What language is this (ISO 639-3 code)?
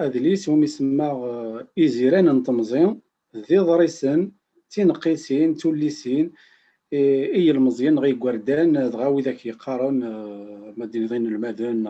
kab